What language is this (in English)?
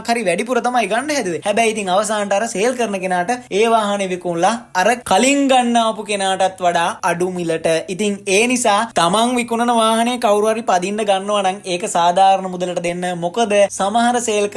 Sinhala